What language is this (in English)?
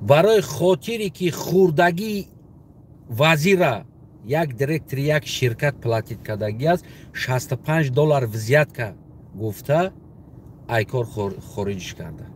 Tajik